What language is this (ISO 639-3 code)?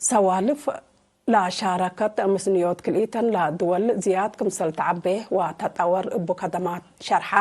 tig